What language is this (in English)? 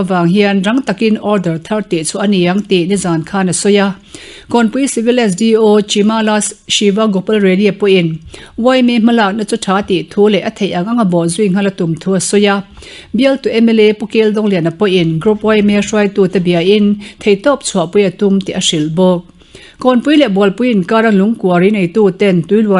Mizo